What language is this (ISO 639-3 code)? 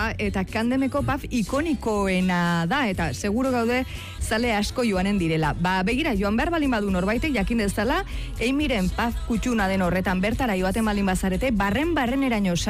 eus